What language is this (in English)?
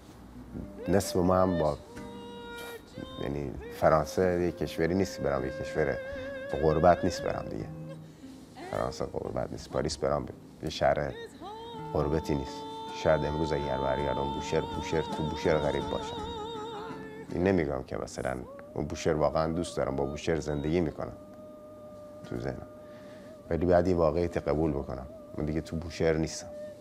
Persian